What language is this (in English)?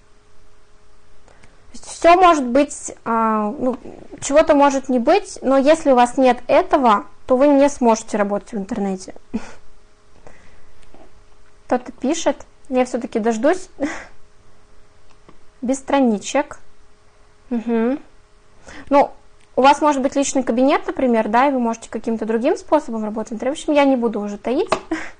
Russian